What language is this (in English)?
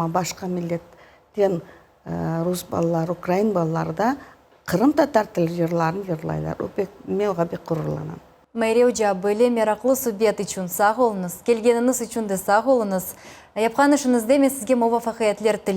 Crimean Tatar